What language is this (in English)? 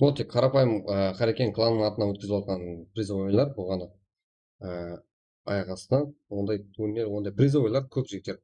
Kara-Kalpak